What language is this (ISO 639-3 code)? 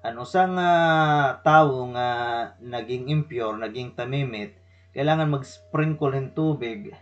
war